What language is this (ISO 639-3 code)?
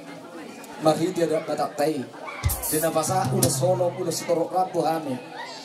bbc